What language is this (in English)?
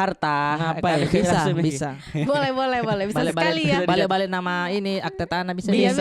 Makassar Malay